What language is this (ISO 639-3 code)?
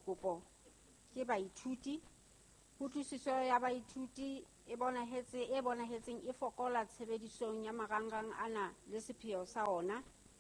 sot